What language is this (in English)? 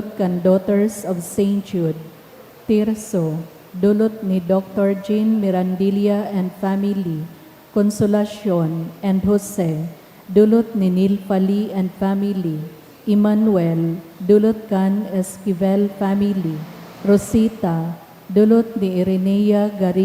Bikol